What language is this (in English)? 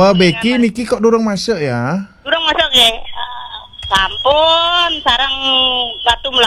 Balinese